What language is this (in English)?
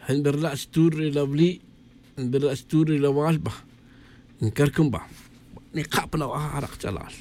Tz'utujil